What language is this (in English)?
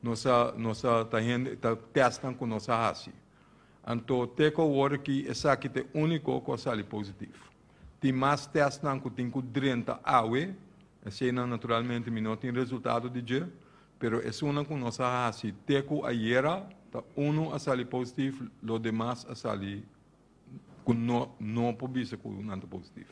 Papiamento